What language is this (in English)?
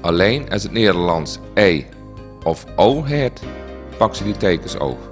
Limburgish